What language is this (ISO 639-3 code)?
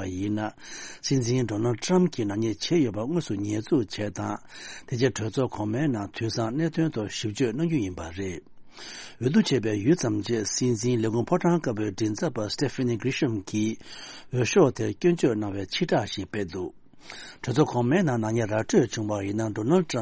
bod